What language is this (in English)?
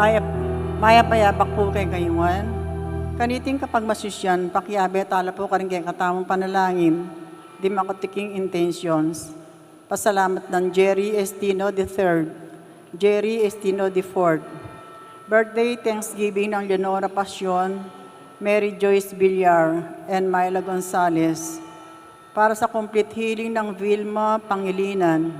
Pampanga